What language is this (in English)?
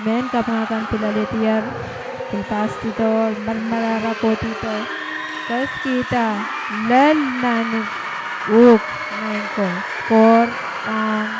Pohnpeian